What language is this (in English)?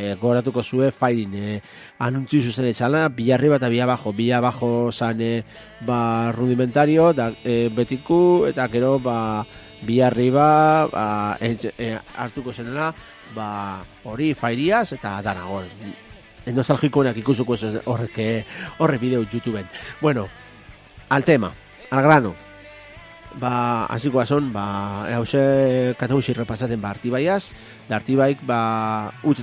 Basque